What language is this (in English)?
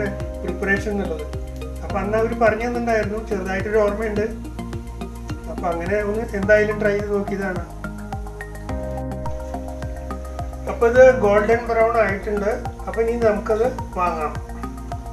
Malayalam